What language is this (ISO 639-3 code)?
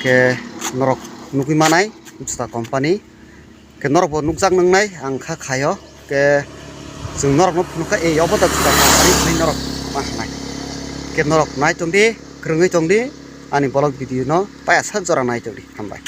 trp